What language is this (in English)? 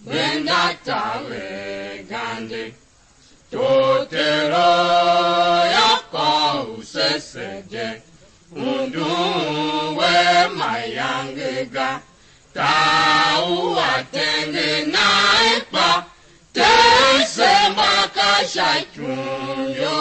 Tiv